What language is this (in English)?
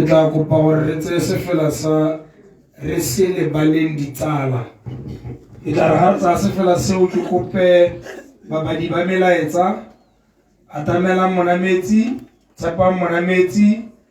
Tswana